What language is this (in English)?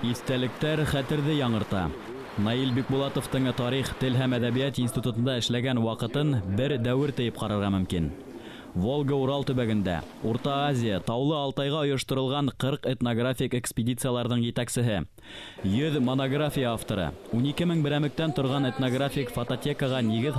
Bashkir